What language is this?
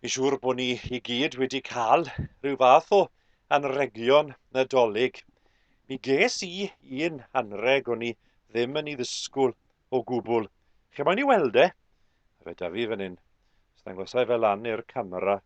Welsh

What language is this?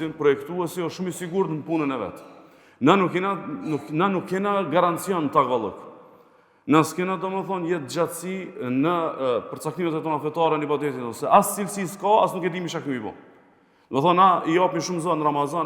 Albanian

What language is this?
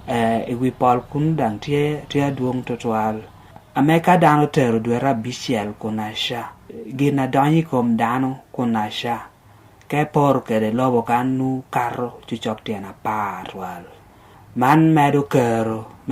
Lango (Uganda)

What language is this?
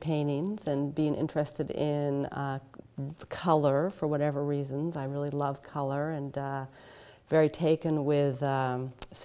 English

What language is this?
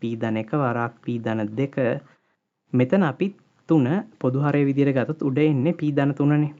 Sinhala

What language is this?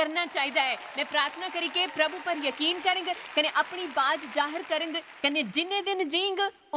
Dogri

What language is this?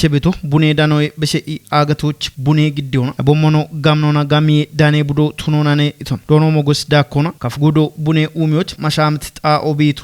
Kafa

